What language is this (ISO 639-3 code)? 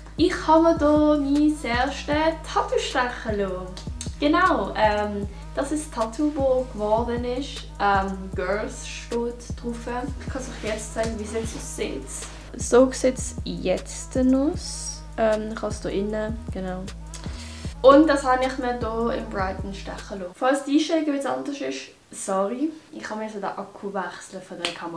gsw